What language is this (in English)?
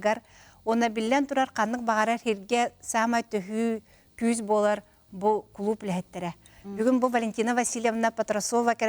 Yakut